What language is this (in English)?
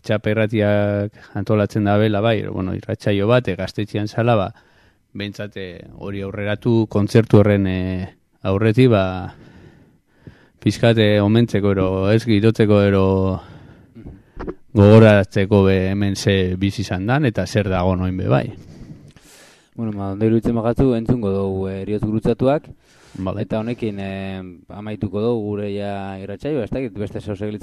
Basque